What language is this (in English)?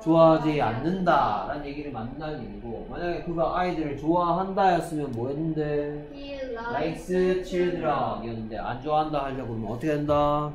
Korean